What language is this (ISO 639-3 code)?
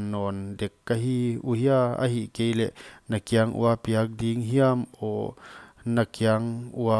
pck